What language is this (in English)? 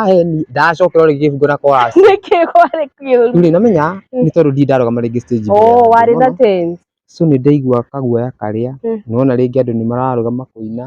Kikuyu